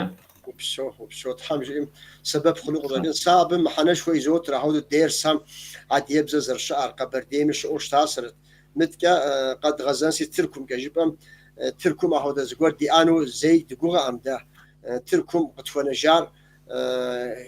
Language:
Kabardian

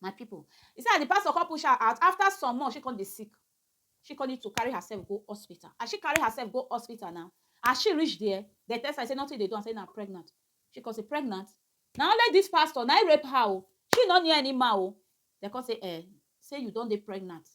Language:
Nigerian Pidgin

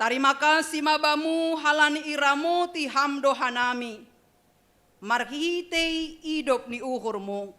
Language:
Batak Simalungun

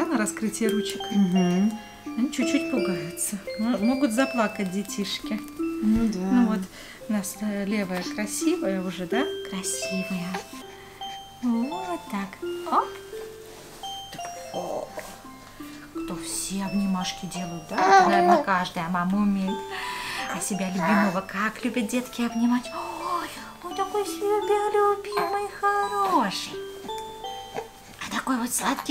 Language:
Russian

